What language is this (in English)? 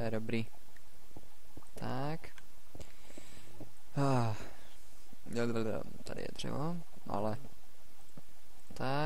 Czech